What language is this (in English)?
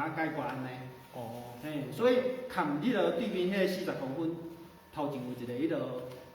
Min Nan Chinese